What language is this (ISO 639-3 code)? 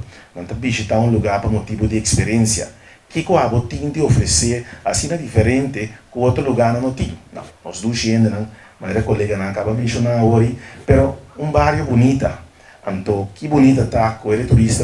pap